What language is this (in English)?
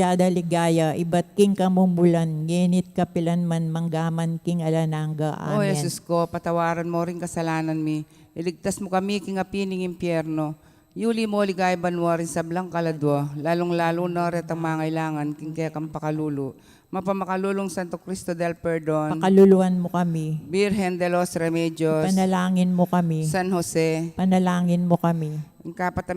Pampanga